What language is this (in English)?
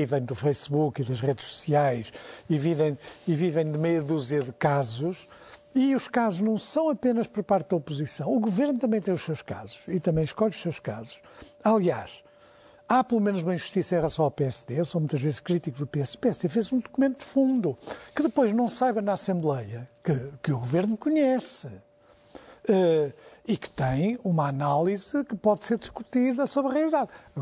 Portuguese